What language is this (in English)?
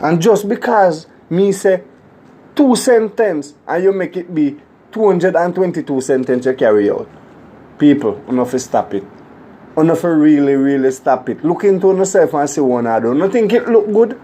Jamaican Creole English